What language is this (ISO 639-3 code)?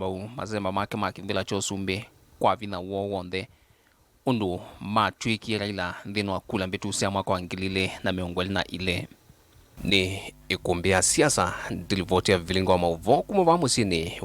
kam